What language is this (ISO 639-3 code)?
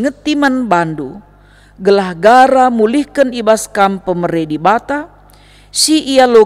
btx